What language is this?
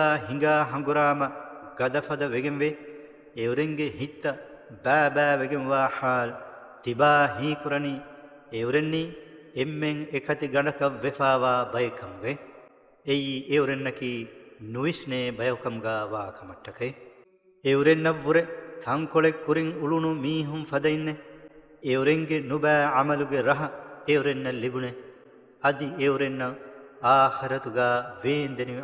Divehi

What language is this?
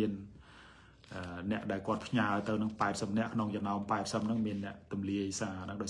Khmer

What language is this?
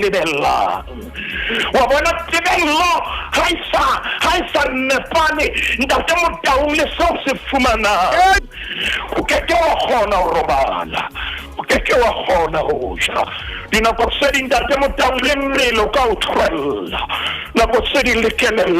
Southern Sotho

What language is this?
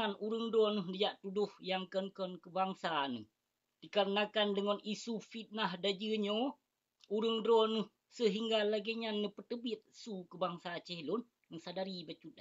Achinese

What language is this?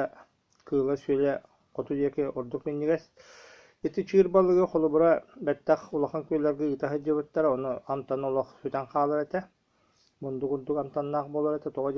Yakut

